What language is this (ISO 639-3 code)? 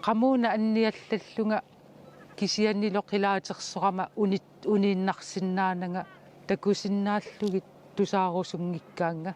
kal